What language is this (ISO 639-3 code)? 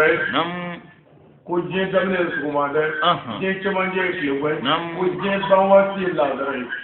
bam